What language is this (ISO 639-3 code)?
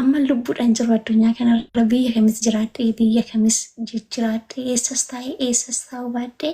orm